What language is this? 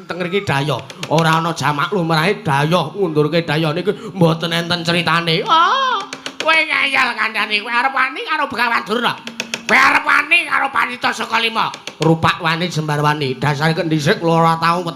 Javanese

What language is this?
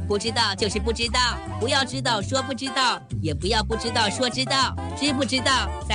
Chinese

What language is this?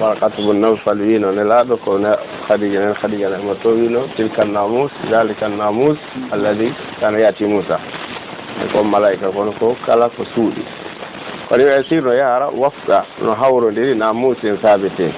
Pular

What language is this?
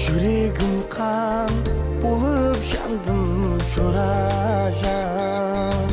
Kara-Kalpak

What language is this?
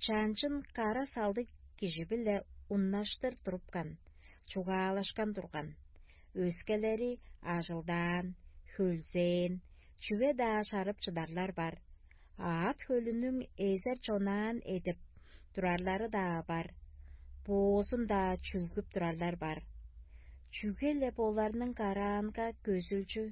Tuvinian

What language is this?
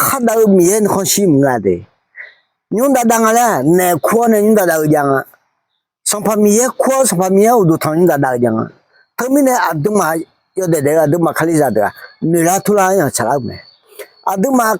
Akha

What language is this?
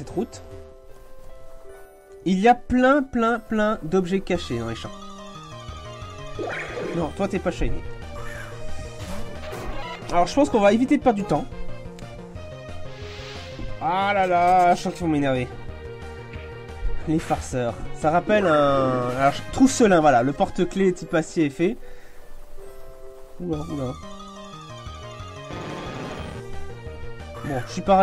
French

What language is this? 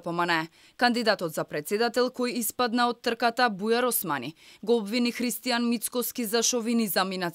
Macedonian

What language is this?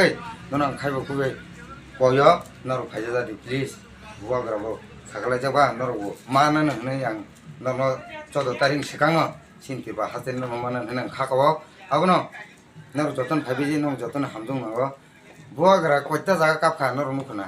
Kok Borok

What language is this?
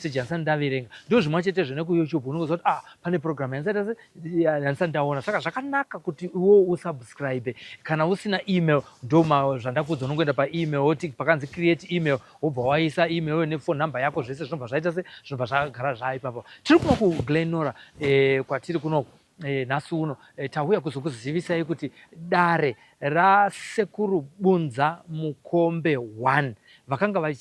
Shona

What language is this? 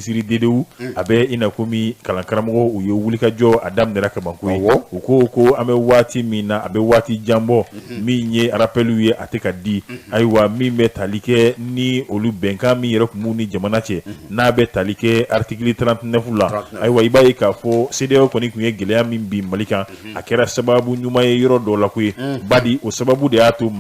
Bambara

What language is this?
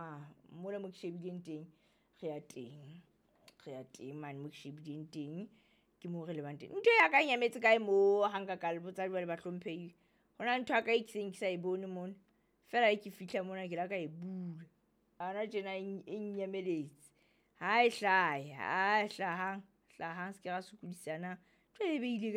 Southern Sotho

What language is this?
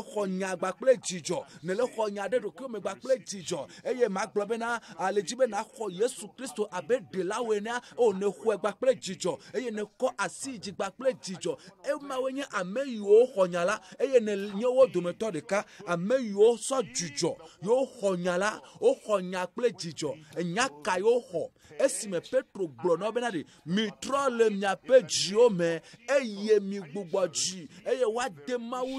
Ewe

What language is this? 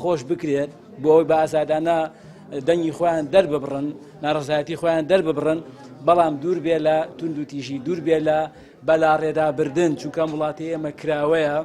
Central Kurdish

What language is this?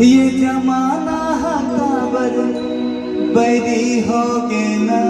Chhattisgarhi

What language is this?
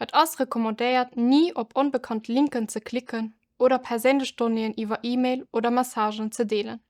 Luxembourgish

